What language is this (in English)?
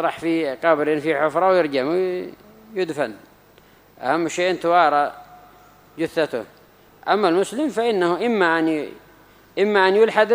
Arabic